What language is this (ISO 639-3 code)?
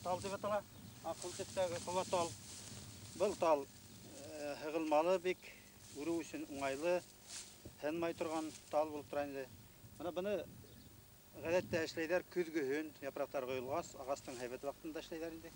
bak